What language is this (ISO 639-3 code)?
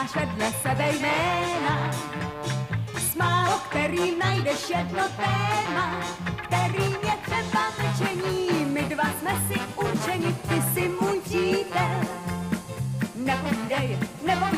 ces